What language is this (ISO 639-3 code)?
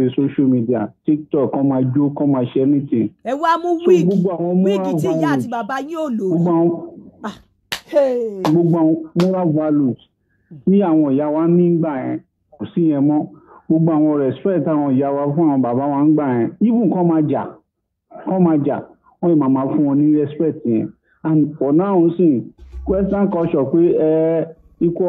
yor